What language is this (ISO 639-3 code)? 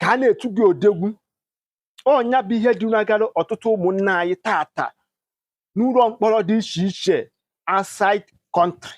ibo